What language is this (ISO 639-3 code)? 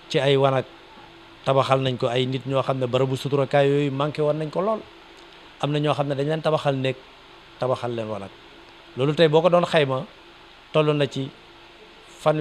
wol